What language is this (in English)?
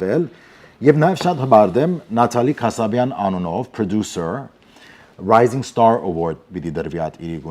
Western Armenian